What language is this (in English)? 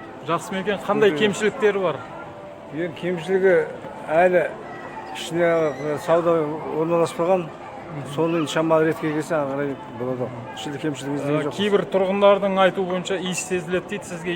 Kazakh